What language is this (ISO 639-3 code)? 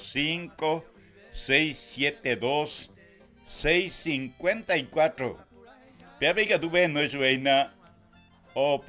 grn